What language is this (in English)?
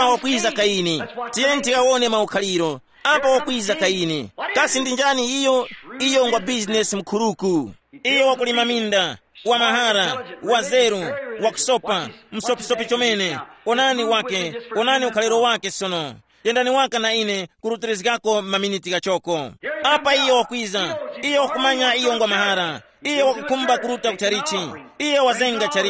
Tumbuka